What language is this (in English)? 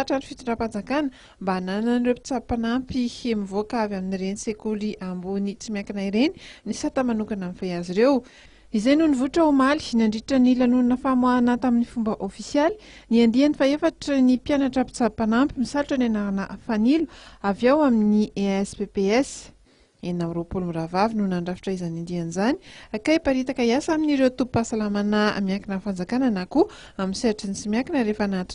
Malagasy